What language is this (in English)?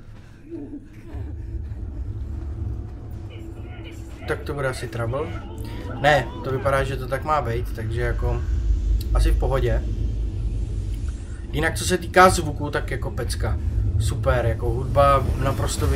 Czech